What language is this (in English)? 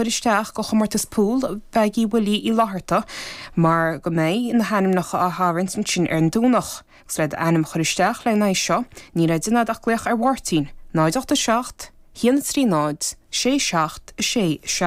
Irish